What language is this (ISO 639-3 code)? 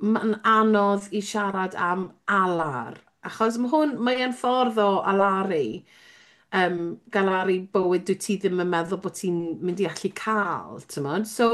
cym